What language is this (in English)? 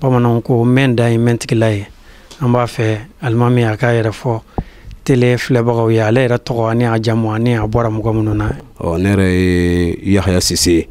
Bambara